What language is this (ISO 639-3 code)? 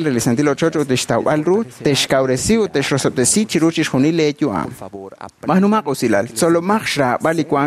kek